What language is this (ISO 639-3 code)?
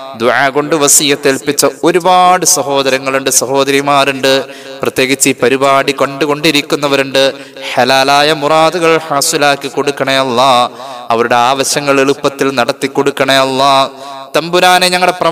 mal